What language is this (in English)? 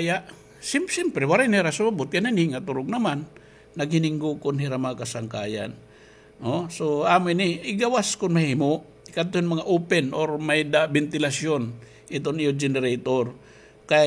Waray